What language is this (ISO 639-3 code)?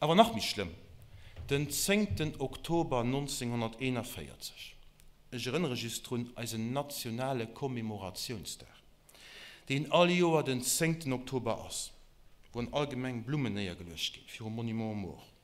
ltz